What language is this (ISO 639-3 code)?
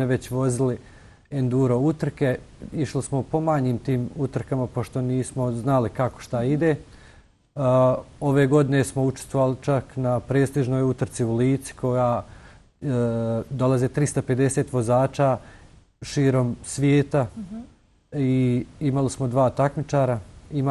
bos